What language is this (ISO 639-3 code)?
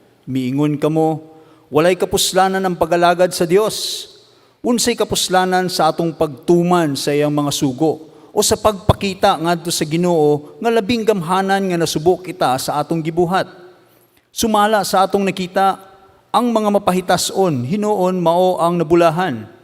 ceb